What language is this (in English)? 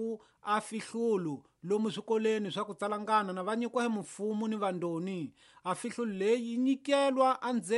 Tsonga